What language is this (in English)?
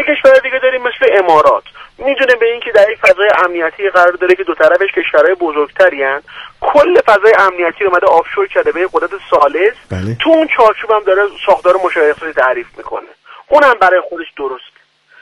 Persian